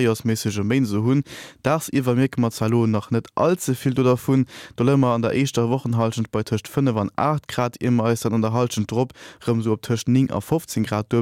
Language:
Luxembourgish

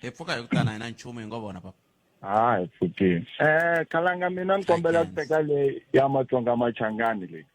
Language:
Tsonga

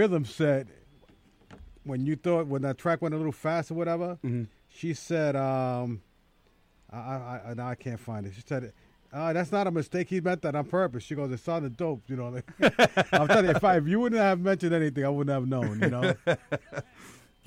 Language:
English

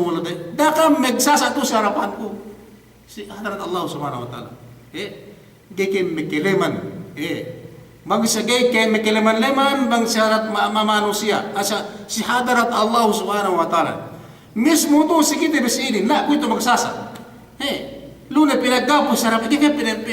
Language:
Yakan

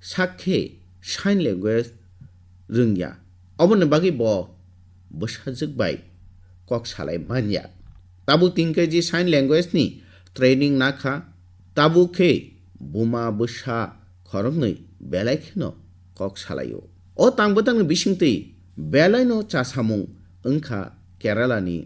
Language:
Kok Borok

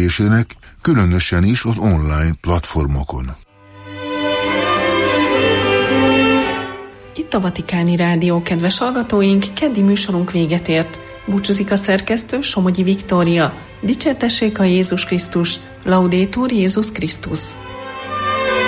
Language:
Hungarian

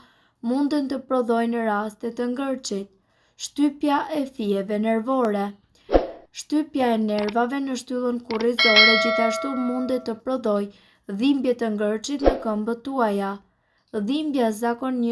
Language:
Albanian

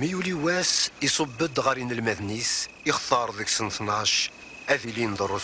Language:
Kabyle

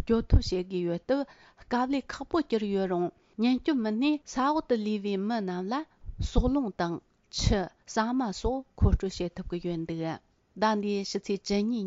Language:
Tibetan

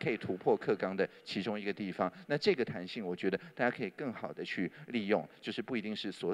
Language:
Chinese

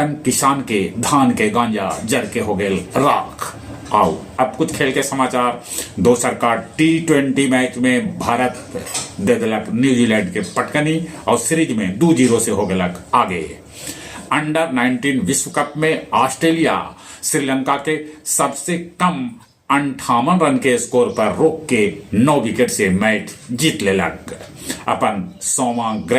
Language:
Magahi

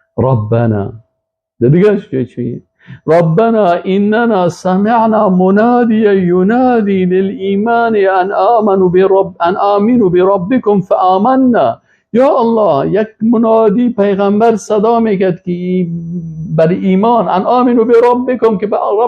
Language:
Persian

